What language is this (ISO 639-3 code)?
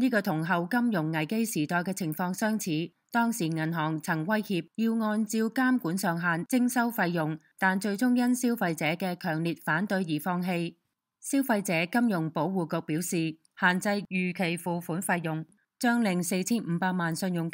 yue